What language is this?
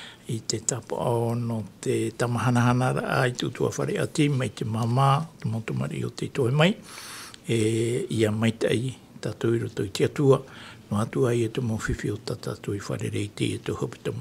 Tahitian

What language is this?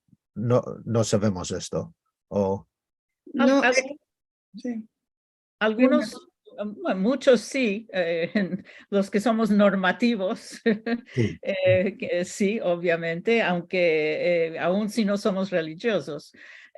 Ladino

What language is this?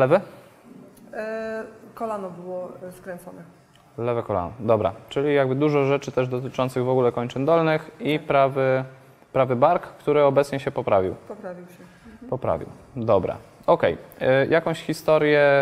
Polish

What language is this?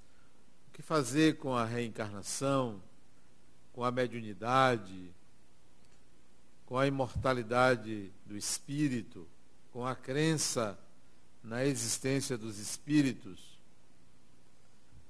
Portuguese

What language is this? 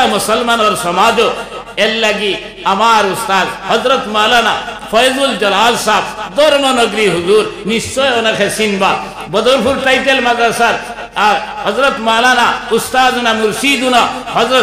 Sylheti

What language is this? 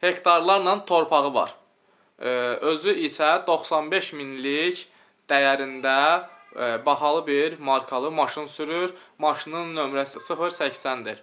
Azerbaijani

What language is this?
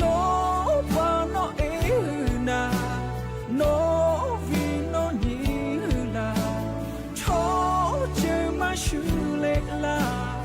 Lahu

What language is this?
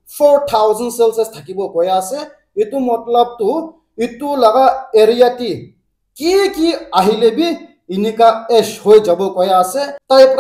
Naga Pidgin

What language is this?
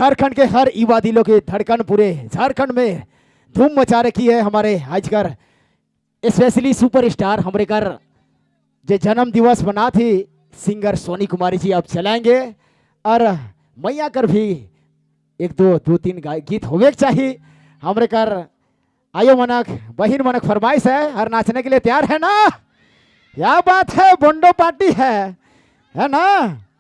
Sadri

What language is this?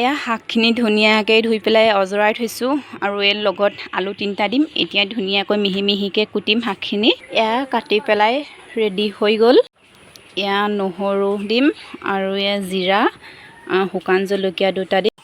Assamese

